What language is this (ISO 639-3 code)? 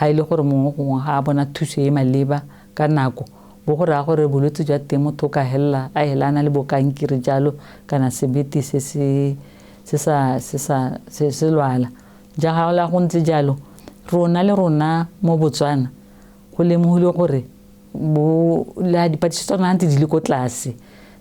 tsn